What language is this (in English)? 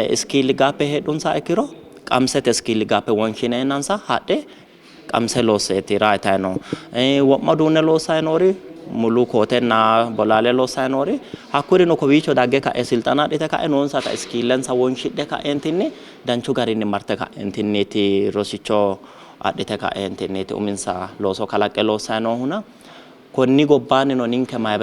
Sidamo